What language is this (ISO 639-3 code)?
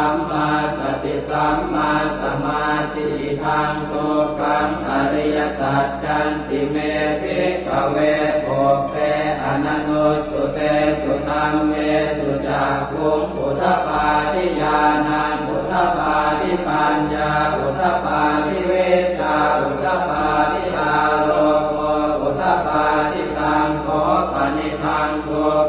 pli